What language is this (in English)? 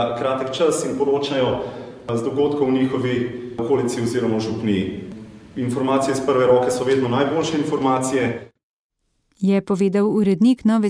Slovenian